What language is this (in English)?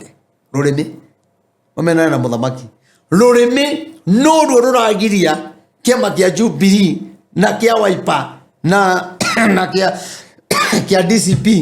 Kikuyu